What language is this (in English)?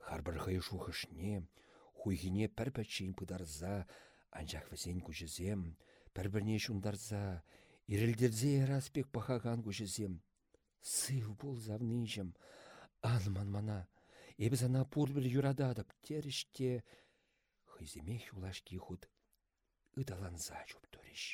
Chuvash